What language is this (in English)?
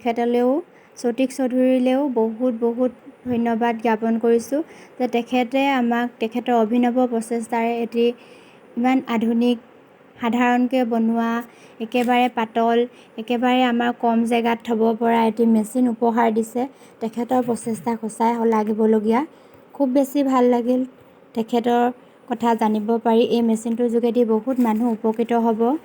Assamese